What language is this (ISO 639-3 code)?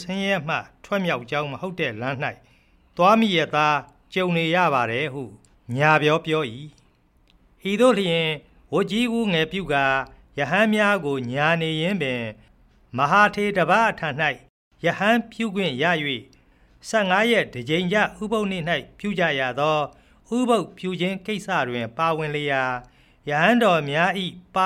mya